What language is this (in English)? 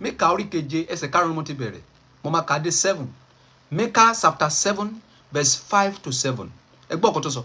Yoruba